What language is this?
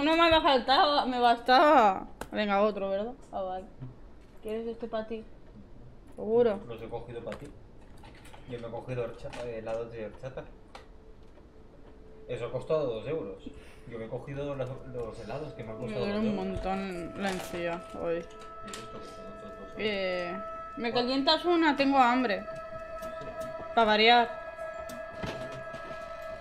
Spanish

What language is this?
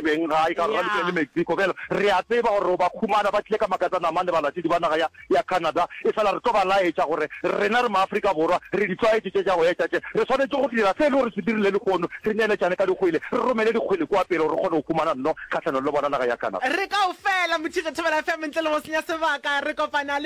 Northern Sotho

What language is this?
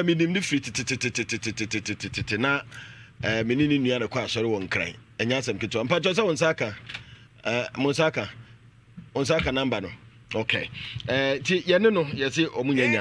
Akan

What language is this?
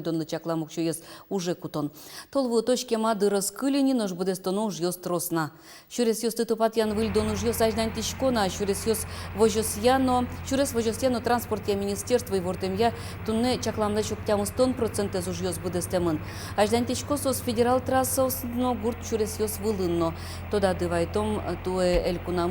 Udmurt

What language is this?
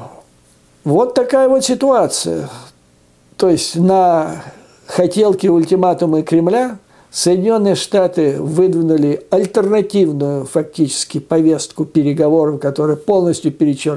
Russian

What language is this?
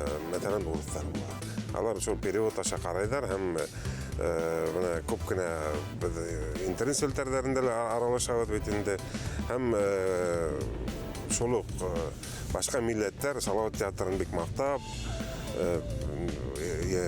Bashkir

